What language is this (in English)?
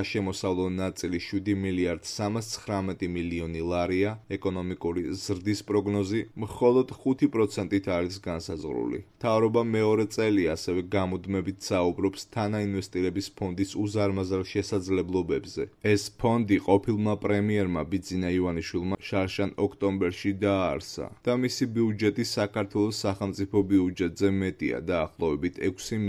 Georgian